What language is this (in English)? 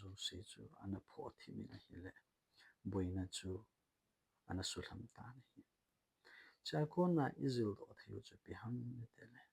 Thado Chin